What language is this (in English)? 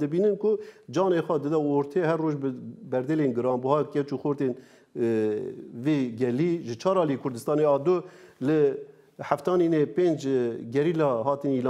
Kurdish